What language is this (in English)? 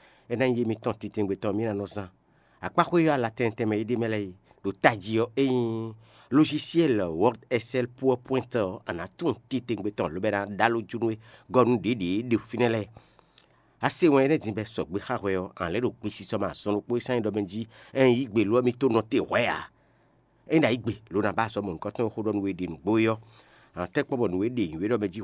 Fon